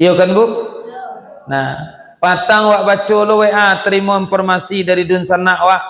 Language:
Minangkabau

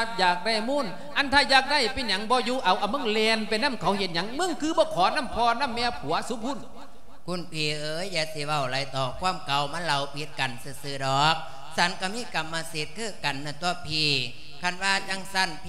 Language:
Lao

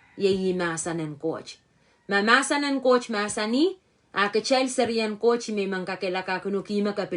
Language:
Pohnpeian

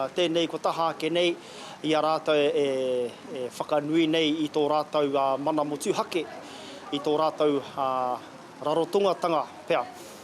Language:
Māori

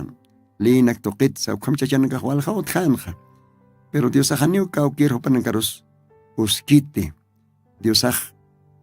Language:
Aymara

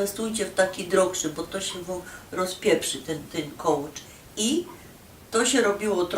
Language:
Silesian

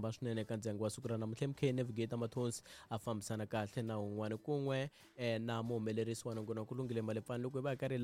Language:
Tsonga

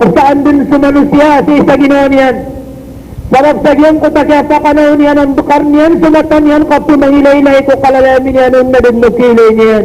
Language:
Maranao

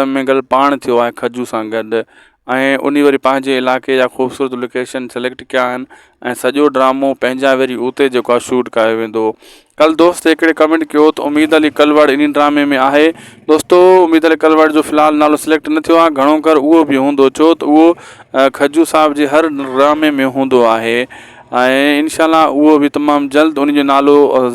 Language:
Sindhi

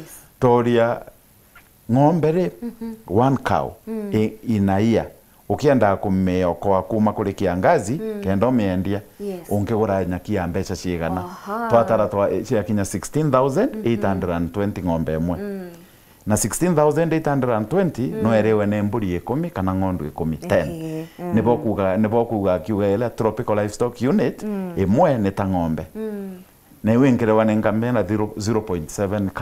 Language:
Meru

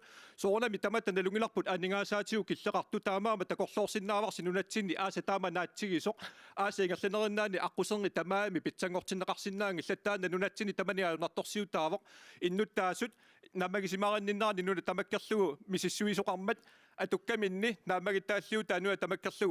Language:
Kalaallisut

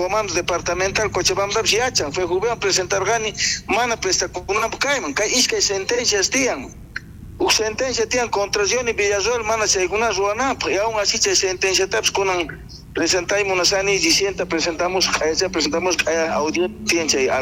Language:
South Bolivian Quechua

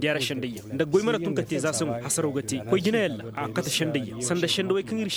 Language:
Koyraboro Senni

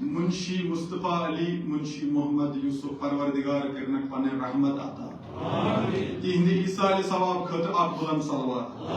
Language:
Kashmiri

